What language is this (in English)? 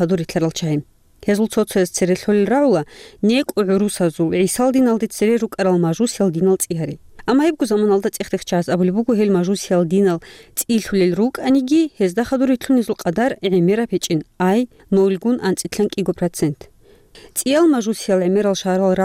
Avaric